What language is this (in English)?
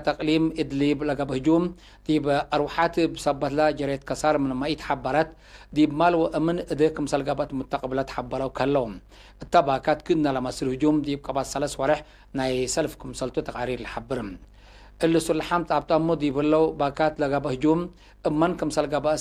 Tigre